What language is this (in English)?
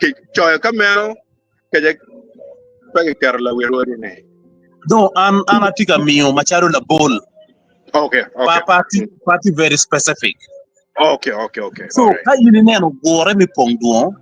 Acoli